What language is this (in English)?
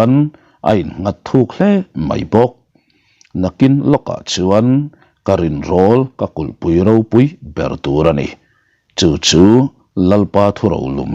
Mizo